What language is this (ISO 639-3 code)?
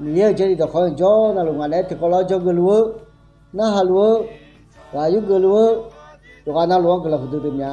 ahk